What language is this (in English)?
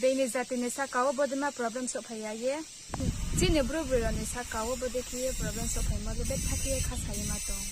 Riang (India)